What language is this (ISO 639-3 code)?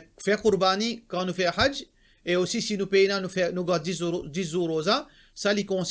mfe